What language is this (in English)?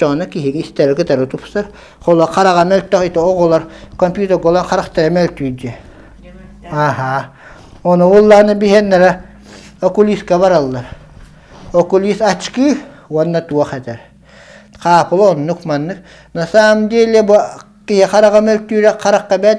Yakut